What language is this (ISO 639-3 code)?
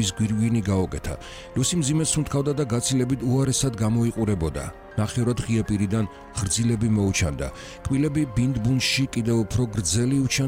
kat